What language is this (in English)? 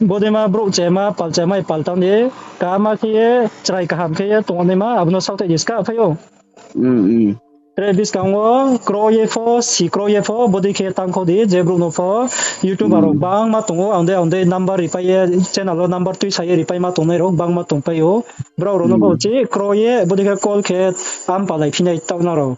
Riang (India)